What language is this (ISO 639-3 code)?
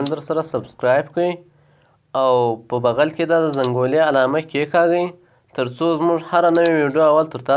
pus